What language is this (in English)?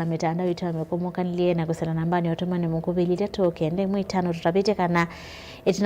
Kamba